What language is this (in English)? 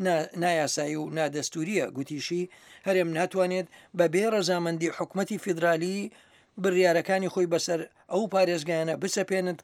Central Kurdish